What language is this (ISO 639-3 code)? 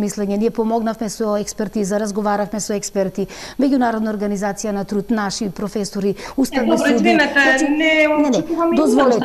mkd